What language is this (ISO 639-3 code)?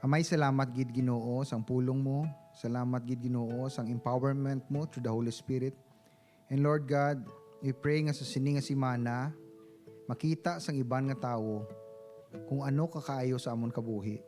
hil